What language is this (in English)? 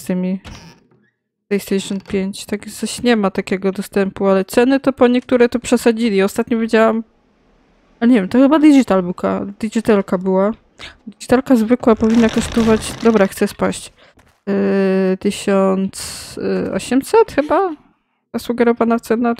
Polish